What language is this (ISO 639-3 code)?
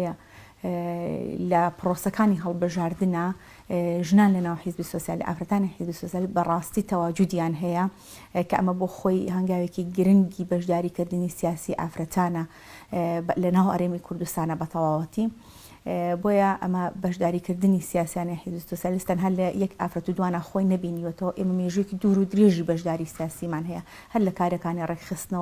ckb